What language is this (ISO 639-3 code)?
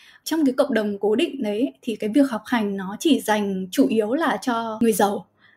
vie